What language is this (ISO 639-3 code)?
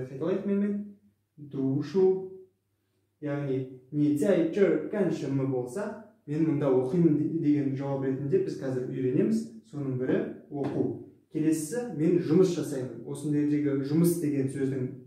kaz